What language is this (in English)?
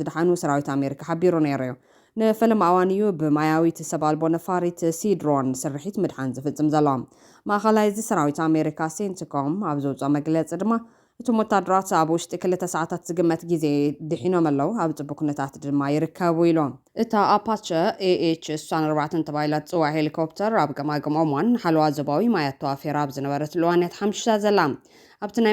Tigrinya